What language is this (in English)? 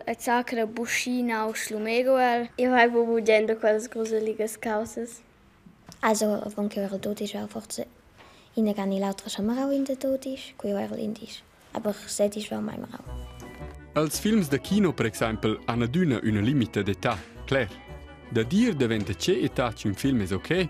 Romansh